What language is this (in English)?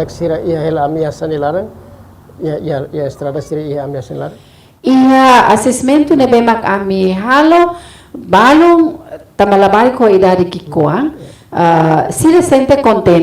Tetum